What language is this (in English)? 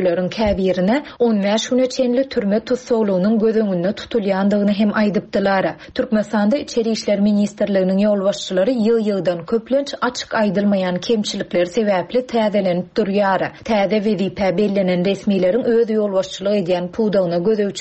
Turkmen